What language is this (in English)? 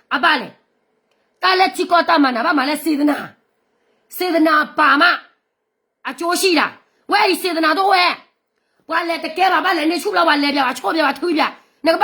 S'gaw Karen